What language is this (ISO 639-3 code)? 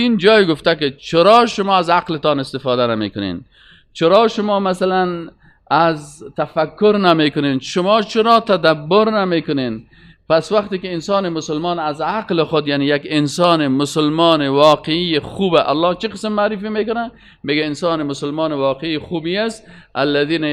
fas